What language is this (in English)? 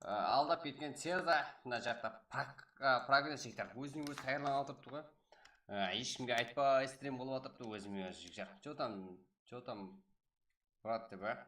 Kara-Kalpak